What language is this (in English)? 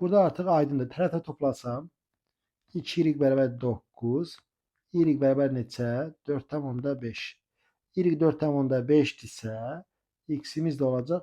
Azerbaijani